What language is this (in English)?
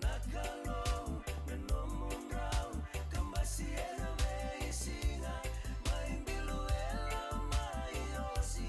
Fijian